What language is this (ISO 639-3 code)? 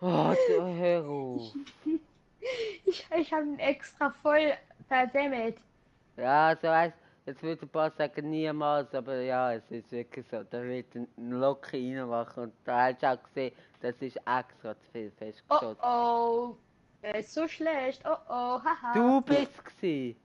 gsw